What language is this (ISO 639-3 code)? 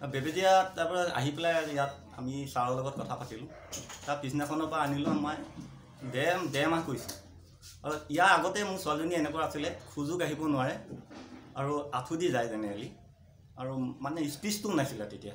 asm